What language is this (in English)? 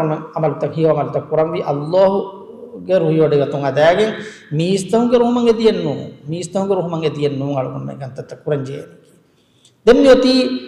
Divehi